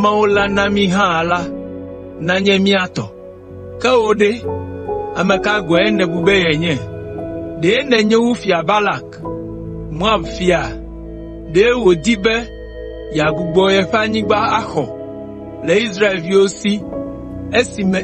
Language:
Ewe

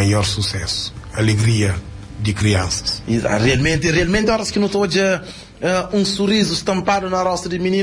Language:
Kabuverdianu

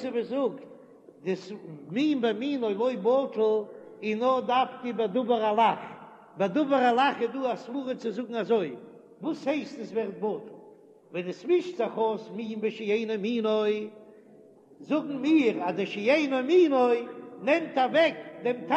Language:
Yiddish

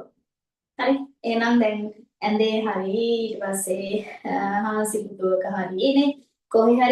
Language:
Sinhala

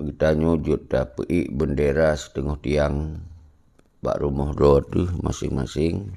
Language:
Achinese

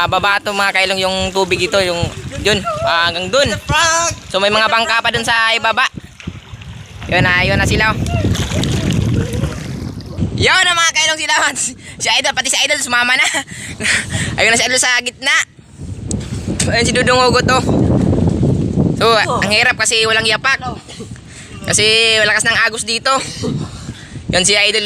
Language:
Filipino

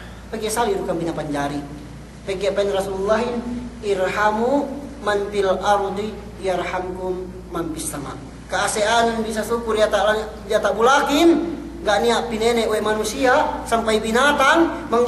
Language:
Yakan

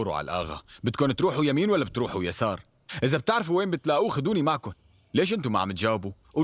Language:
North Levantine Arabic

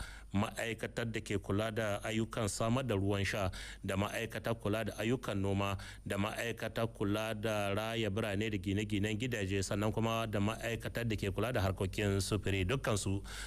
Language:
Hausa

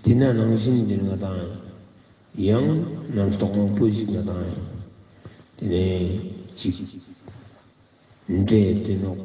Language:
Ladakhi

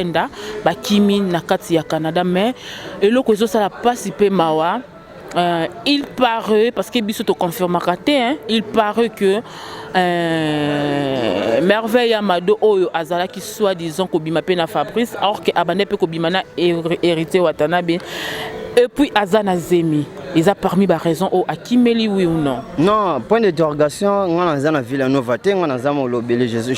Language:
Lingala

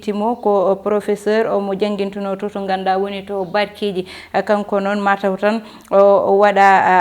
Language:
Fula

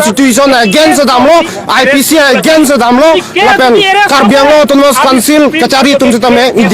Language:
Karbi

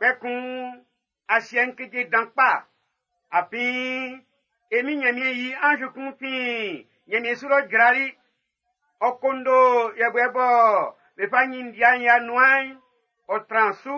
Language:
Baoulé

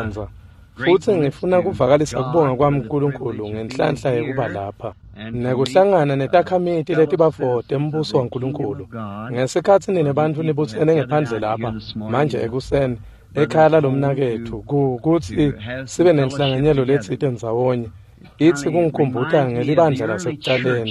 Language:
Swati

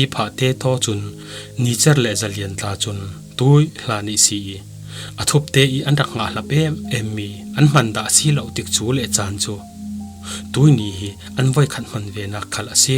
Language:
Falam Chin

